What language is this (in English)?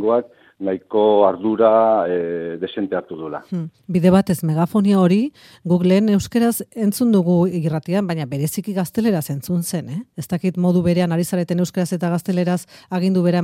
Basque